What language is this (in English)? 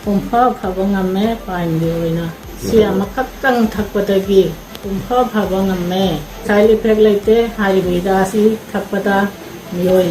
Manipuri